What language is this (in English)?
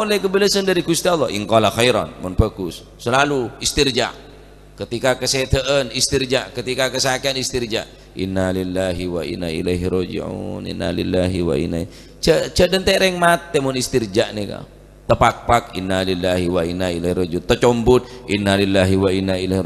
Madurese